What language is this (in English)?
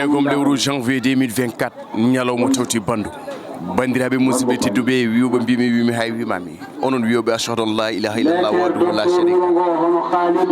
Fula